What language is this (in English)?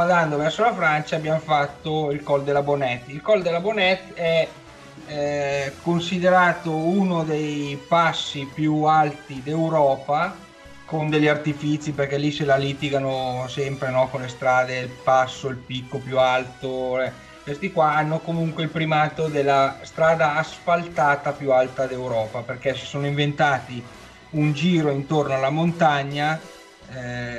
Italian